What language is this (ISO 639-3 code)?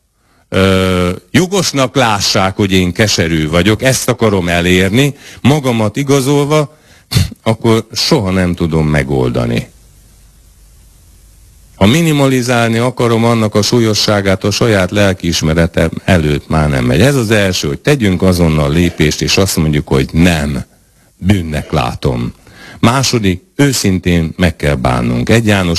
hun